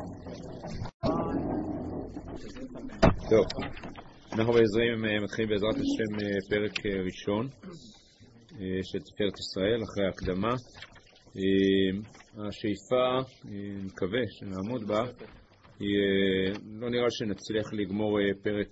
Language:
Hebrew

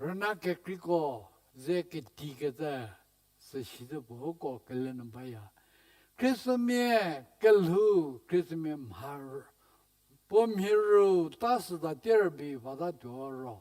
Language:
Angami Naga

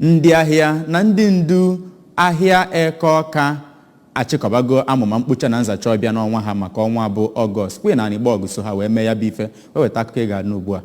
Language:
Igbo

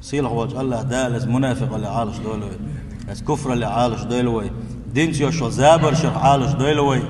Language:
Chechen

